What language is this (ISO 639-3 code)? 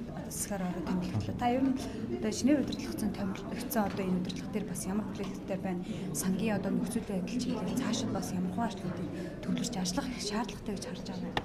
mon